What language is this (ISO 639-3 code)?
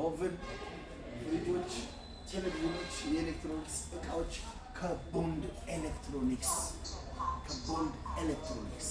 amh